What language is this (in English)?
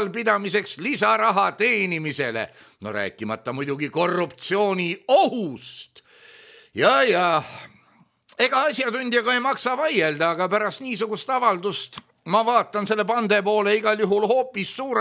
Estonian